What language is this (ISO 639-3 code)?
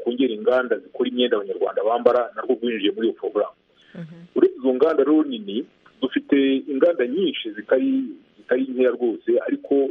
kin